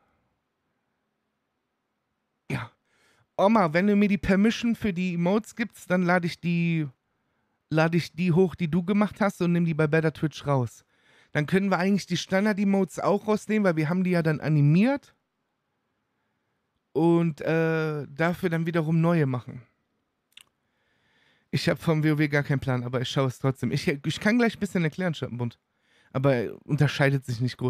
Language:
German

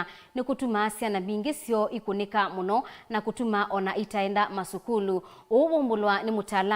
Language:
Kamba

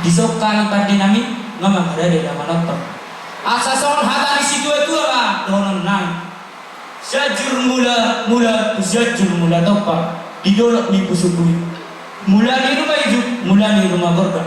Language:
Batak Toba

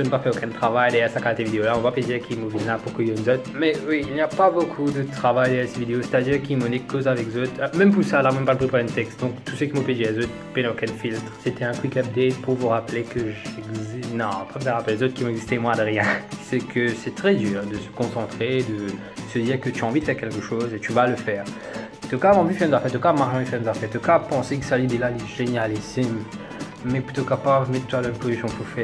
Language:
Morisyen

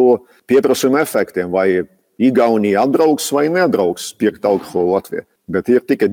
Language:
Latvian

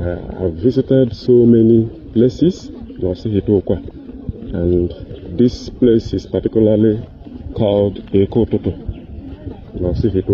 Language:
Igbo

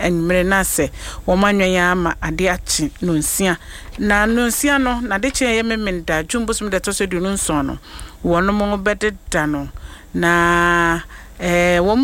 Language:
Akan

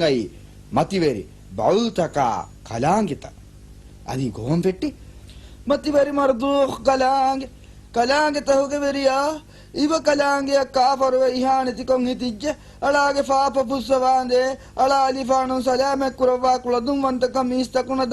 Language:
Divehi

